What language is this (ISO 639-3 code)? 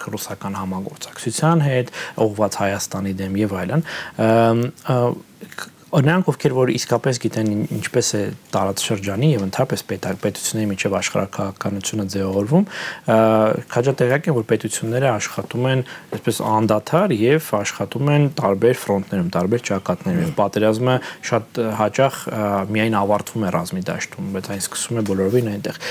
hye